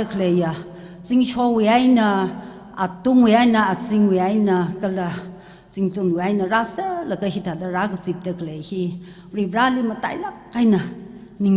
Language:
Tangkhul Naga (India)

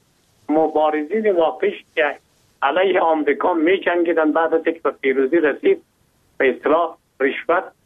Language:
Persian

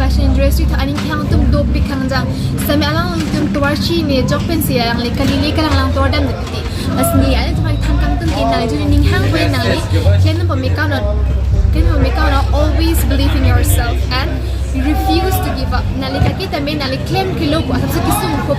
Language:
Karbi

